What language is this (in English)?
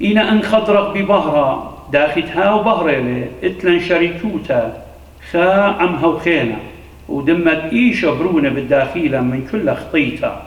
Assyrian Neo-Aramaic